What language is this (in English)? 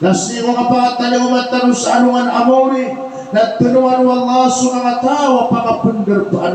Maranao